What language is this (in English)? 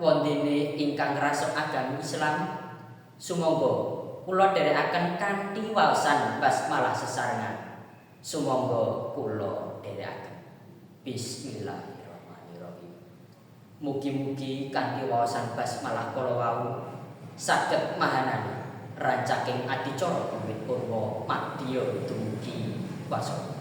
Javanese